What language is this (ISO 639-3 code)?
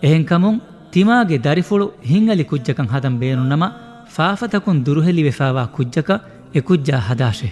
div